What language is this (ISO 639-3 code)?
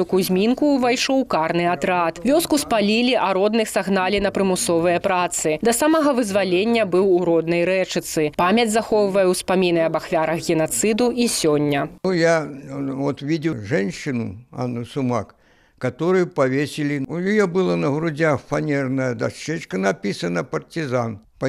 bel